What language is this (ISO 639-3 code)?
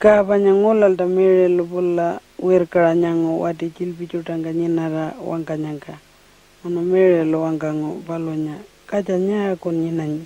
pjt